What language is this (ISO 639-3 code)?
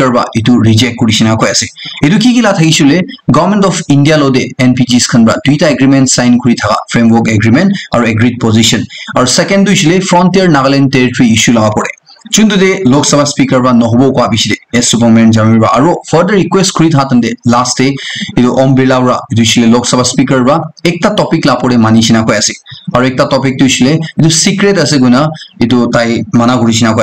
nag